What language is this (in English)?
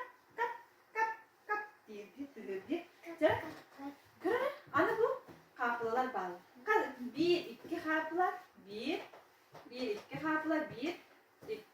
Yakut